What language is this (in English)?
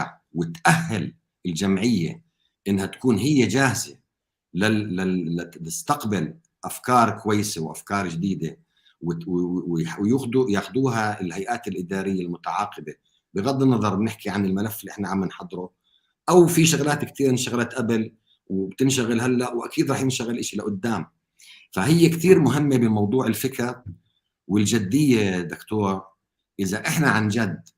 North Levantine Arabic